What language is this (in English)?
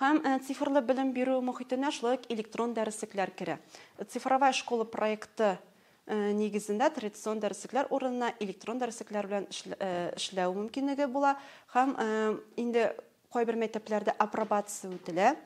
Tatar